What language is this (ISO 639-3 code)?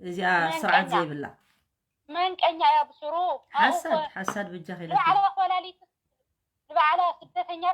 tir